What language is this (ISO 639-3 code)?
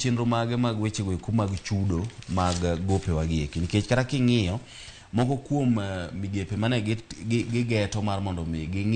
luo